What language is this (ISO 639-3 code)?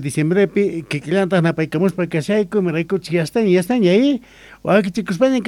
quh